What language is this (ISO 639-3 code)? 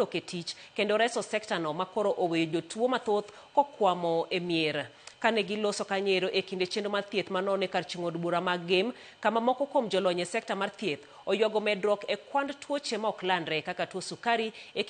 luo